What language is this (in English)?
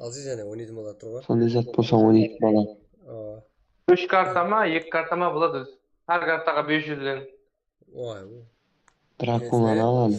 Kara-Kalpak